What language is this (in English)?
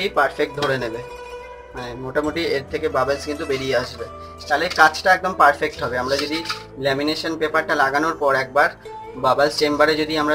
Bangla